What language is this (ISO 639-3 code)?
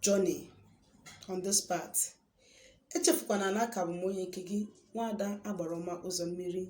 ibo